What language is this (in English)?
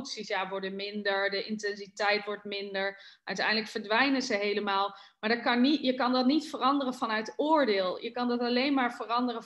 Dutch